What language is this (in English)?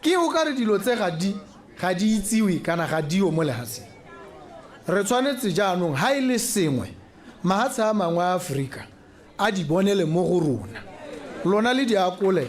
Tswana